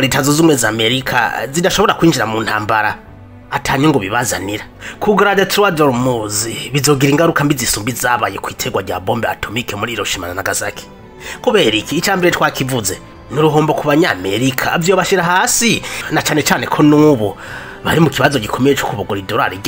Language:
Rundi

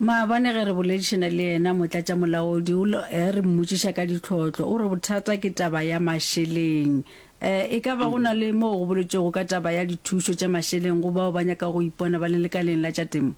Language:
Northern Sotho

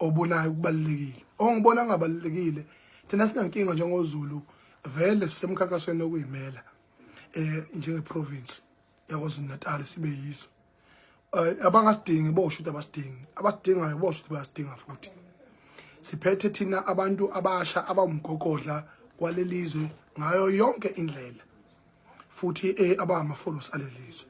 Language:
Zulu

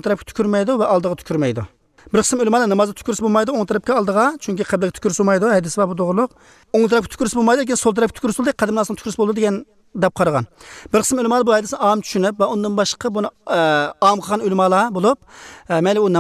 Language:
Uzbek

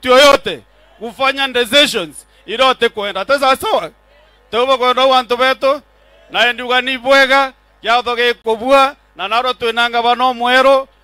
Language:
Meru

